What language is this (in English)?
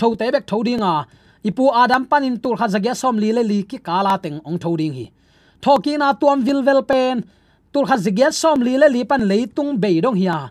Tedim Chin